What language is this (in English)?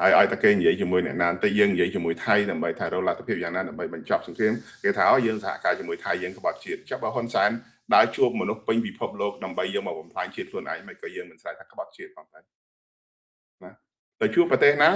Khmer